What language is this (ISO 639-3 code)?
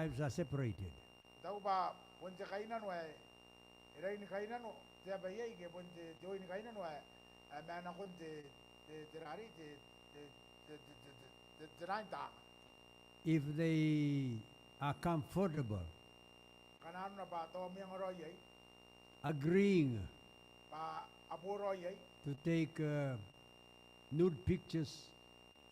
gil